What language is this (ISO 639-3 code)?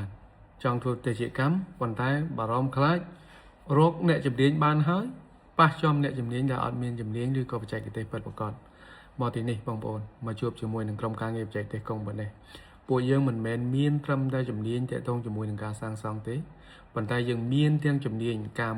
khm